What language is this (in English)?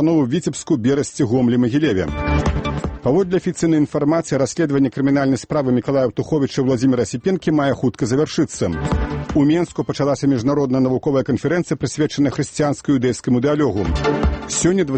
Belarusian